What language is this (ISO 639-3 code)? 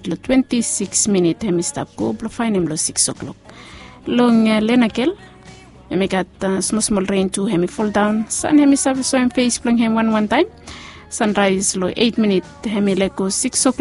bis